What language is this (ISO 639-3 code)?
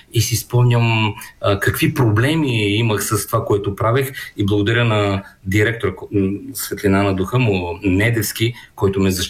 bul